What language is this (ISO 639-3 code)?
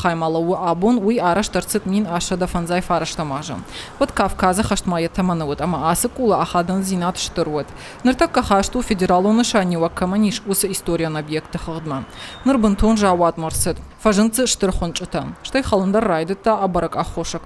oss